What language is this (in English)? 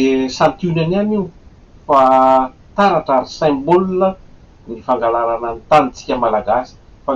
Malagasy